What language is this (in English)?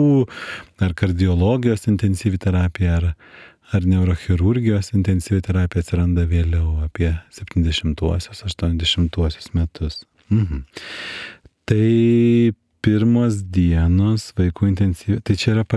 Lithuanian